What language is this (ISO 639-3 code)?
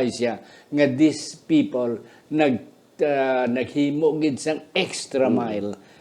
hil